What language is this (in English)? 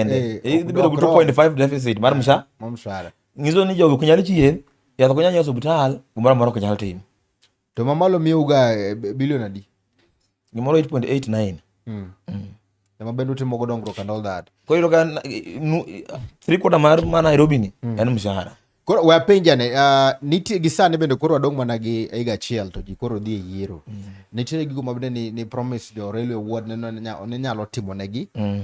Luo (Kenya and Tanzania)